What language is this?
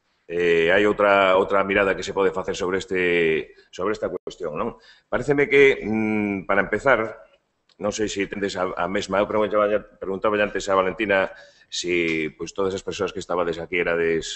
Galician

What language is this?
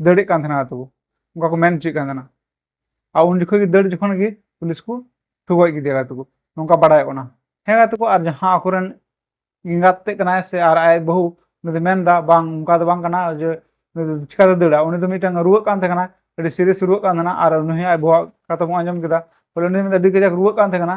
Santali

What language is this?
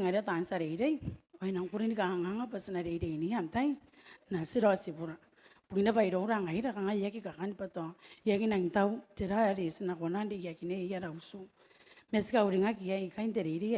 Gilbertese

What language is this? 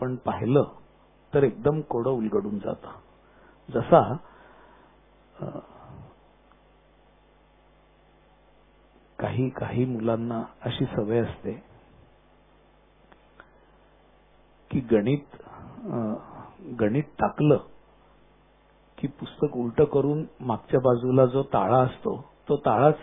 Marathi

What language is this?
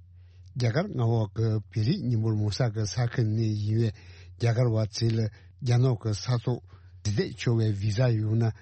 Tibetan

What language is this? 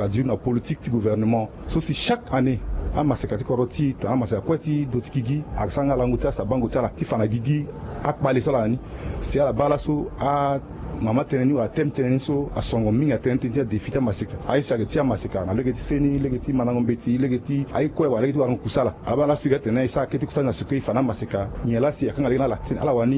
Sango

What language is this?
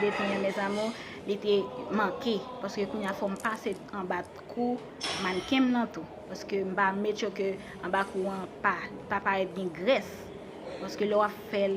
Haitian Creole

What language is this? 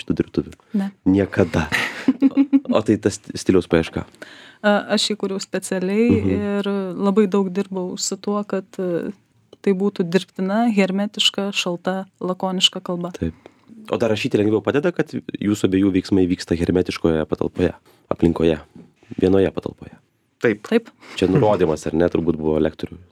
Lithuanian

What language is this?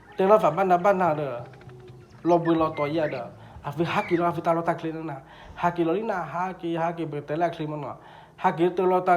S'gaw Karen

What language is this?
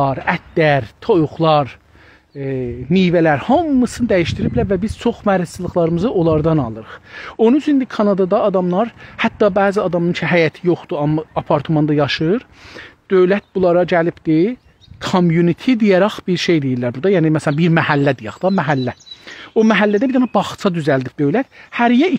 South Azerbaijani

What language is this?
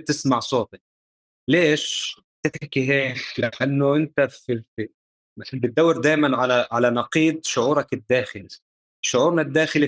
North Levantine Arabic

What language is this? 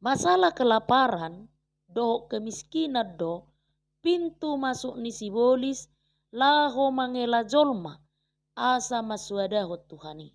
Batak Toba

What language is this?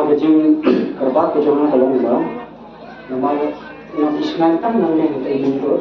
Khasi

